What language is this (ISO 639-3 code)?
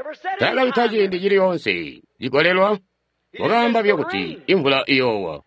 toi